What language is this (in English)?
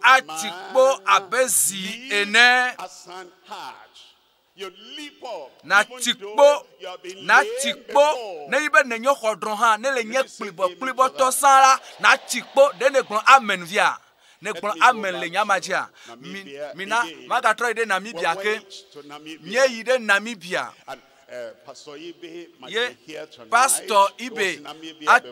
Ewe